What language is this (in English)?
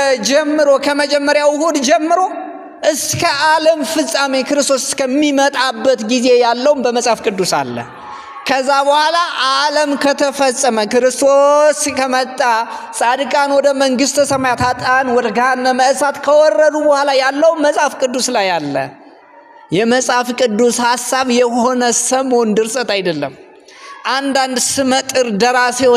Amharic